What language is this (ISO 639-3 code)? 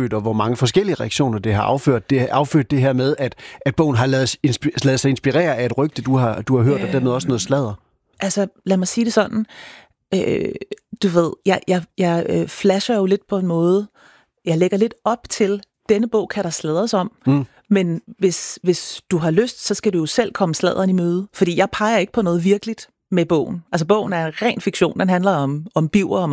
dan